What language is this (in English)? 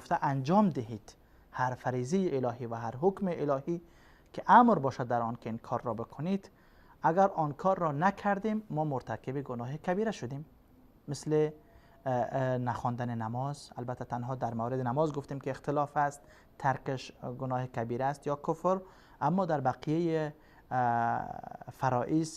Persian